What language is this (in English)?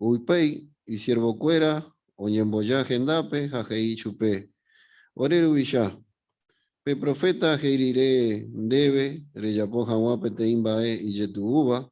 Guarani